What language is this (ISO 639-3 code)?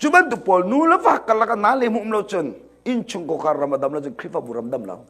cnh